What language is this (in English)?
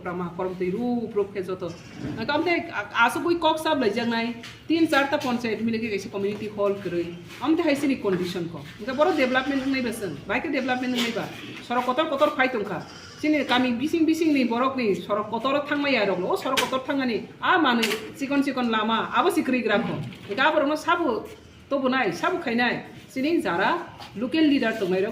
Riang (India)